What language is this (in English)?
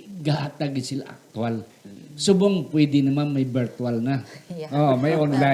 Hiligaynon